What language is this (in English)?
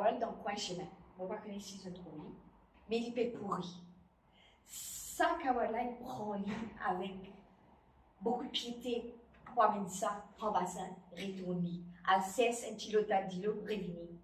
Morisyen